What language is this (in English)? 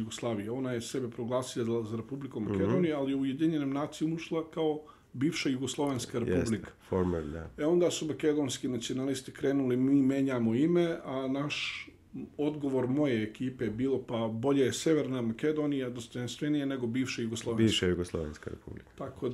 Bosnian